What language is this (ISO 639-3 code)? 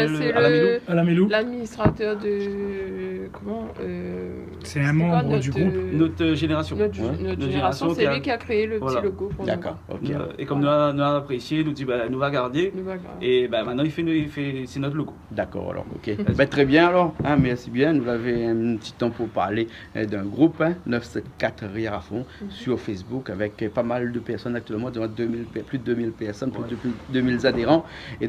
rcf